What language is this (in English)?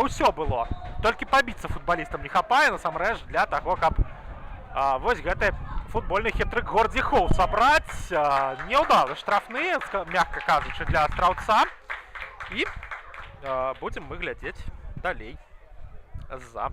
Belarusian